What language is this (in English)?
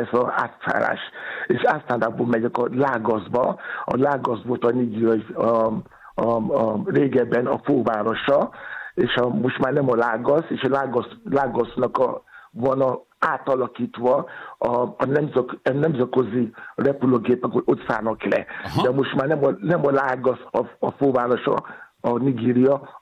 Hungarian